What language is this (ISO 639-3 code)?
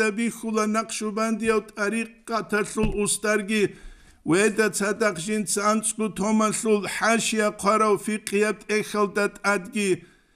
ava